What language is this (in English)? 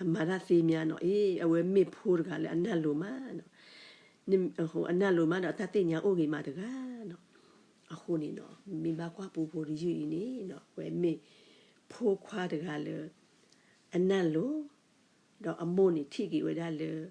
S'gaw Karen